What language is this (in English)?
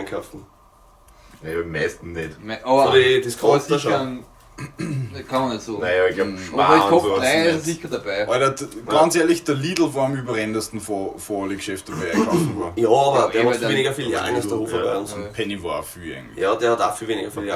Bavarian